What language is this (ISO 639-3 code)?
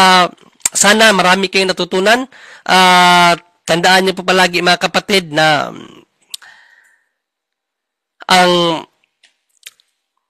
fil